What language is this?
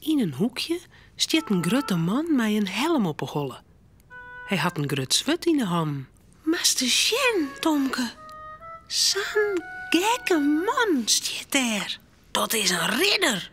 Western Frisian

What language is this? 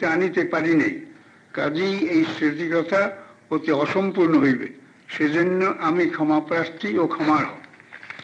Bangla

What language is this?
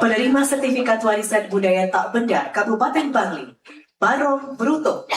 Balinese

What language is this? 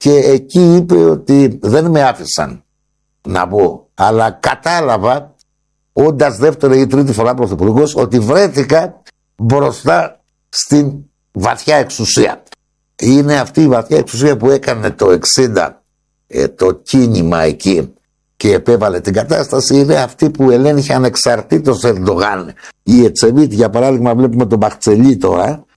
Greek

